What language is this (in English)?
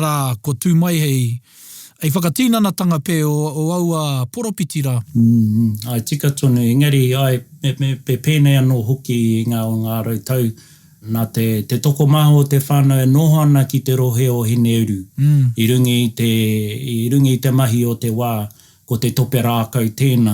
Māori